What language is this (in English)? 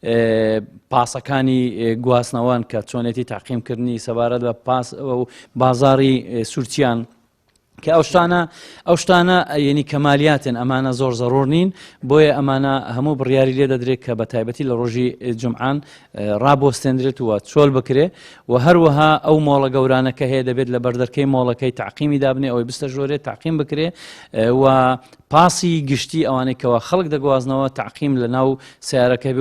Central Kurdish